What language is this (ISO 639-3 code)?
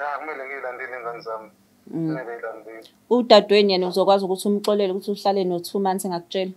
zul